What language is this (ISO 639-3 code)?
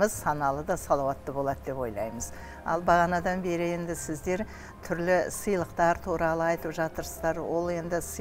kaz